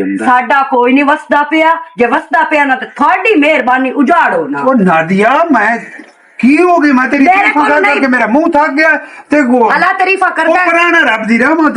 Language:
Western Panjabi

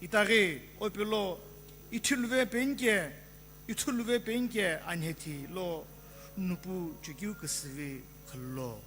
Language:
Sumi Naga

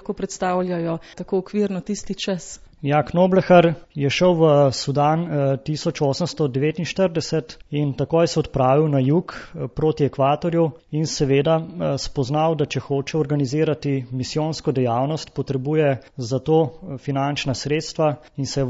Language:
Slovenian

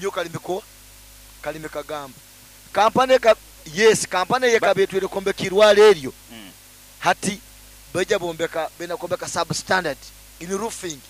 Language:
Nyoro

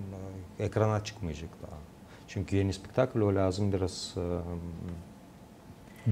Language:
Gagauz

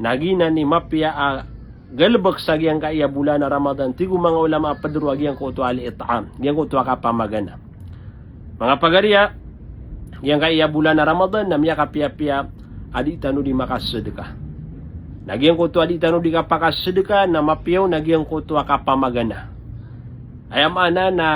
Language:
Maranao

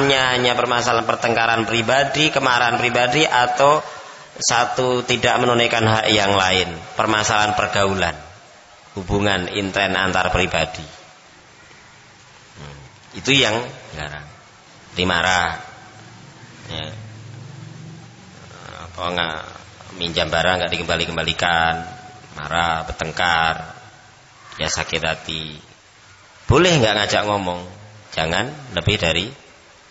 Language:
Indonesian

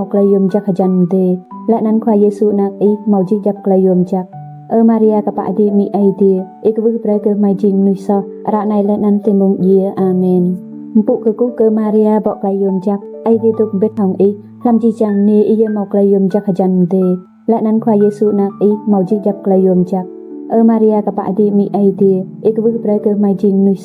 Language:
Rade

